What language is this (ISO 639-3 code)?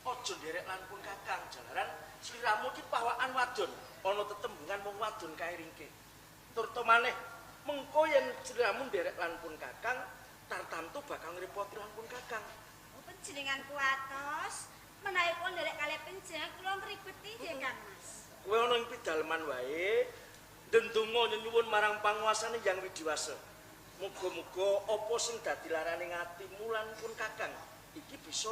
jav